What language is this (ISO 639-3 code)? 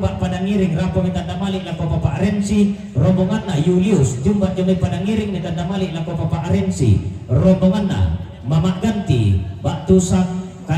sda